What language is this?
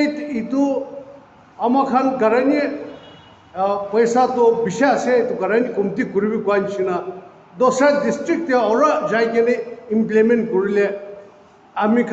Naga Pidgin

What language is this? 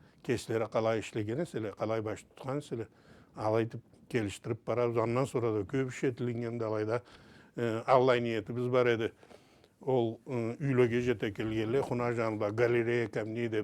Karachay-Balkar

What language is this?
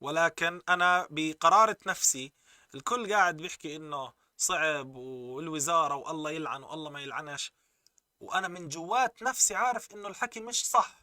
North Levantine Arabic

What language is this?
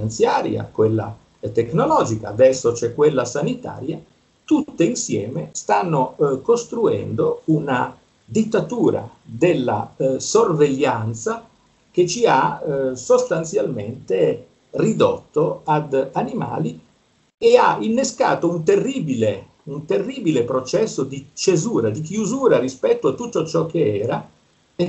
Italian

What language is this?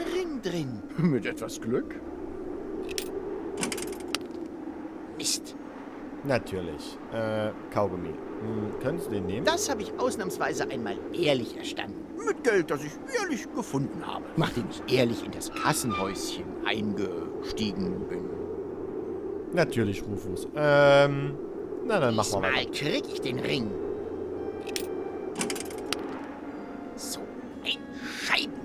German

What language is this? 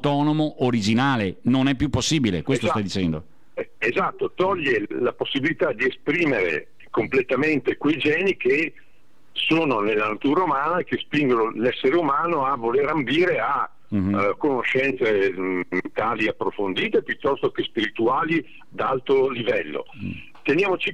Italian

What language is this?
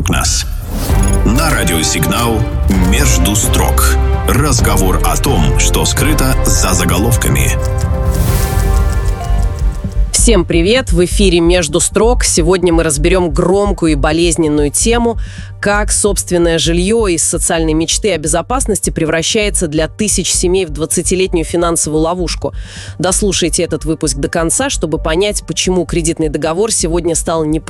Russian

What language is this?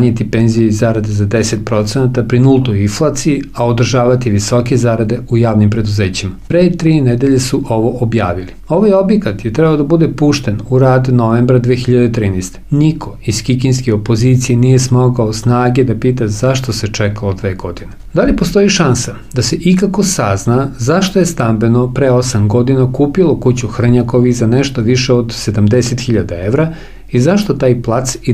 Serbian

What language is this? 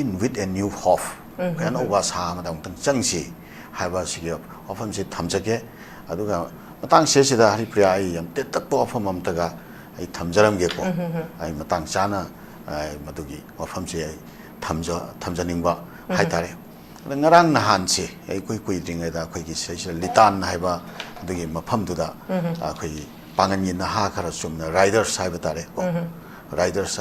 Manipuri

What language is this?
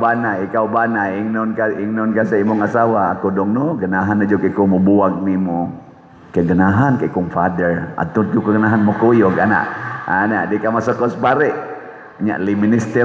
Cebuano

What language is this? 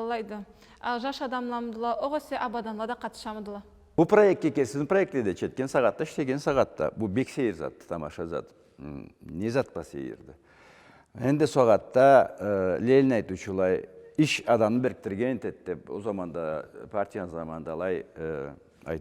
Karachay-Balkar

